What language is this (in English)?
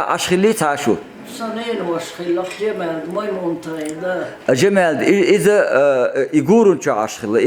Chechen